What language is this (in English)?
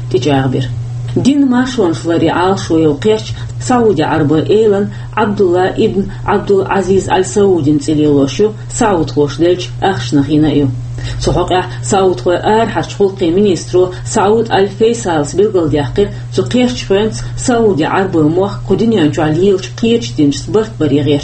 Chechen